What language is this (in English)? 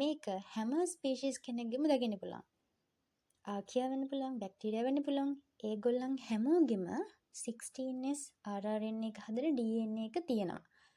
Sinhala